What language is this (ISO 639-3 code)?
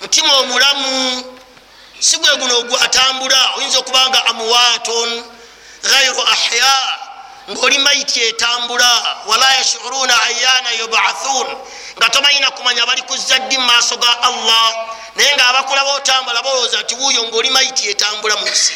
lug